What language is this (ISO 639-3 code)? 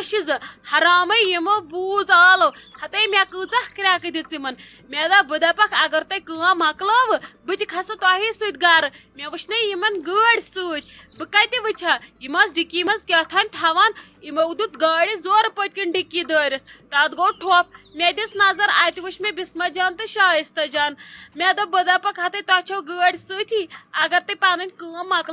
kas